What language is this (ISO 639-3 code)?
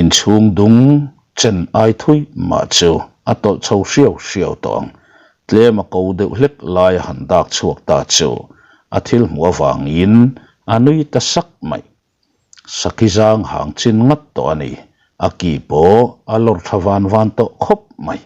lus